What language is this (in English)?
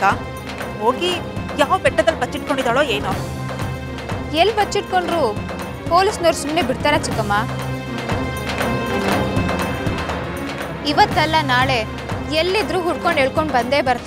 Kannada